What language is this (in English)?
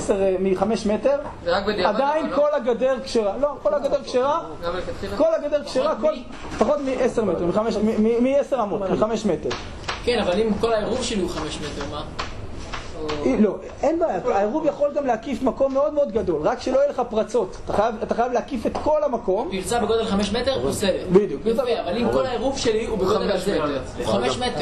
Hebrew